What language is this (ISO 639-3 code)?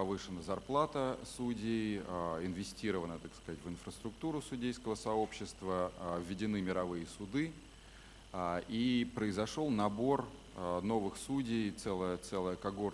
rus